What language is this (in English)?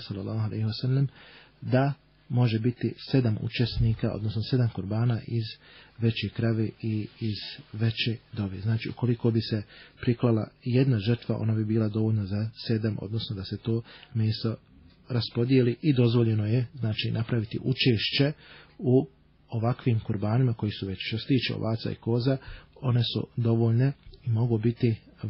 Bosnian